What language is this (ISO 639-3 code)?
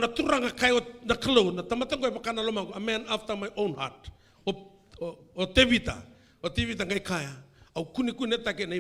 fij